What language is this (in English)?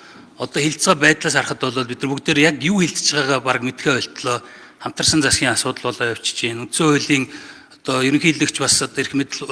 Mongolian